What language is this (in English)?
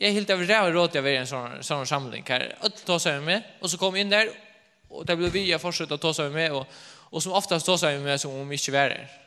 Faroese